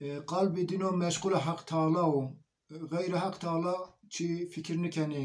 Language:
Zaza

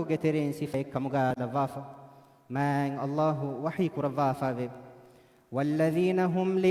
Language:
Divehi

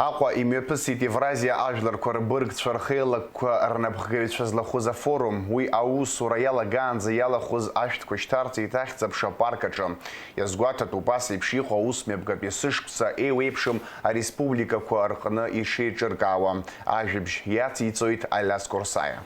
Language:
Abkhazian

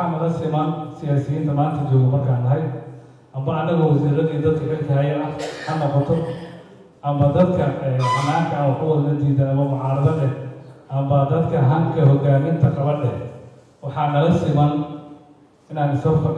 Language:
Somali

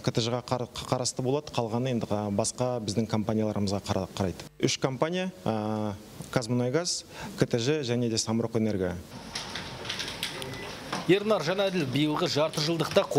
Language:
Kazakh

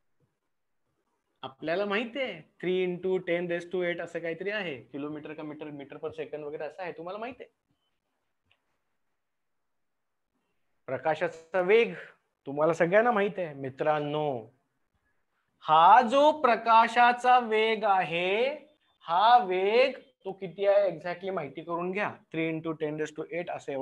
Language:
Marathi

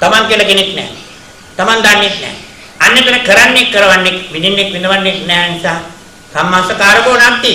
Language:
Sinhala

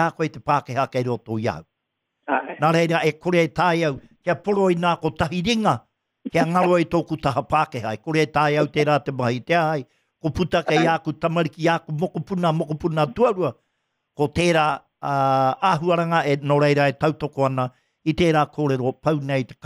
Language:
Māori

